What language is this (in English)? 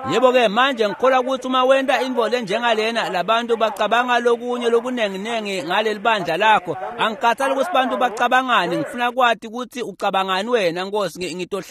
Swati